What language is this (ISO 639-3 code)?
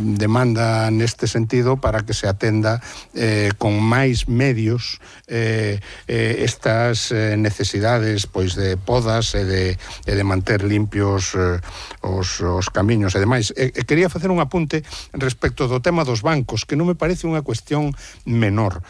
glg